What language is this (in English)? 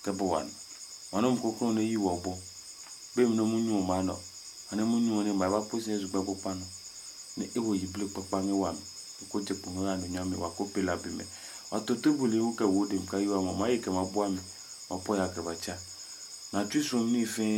Adangme